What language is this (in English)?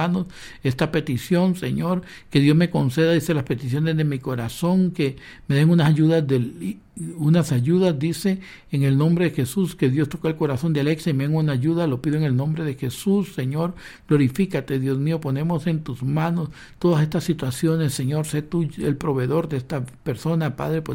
Spanish